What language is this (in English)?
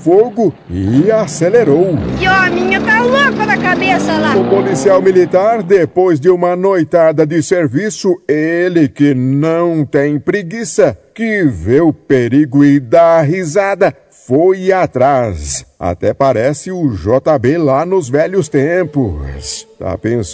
Portuguese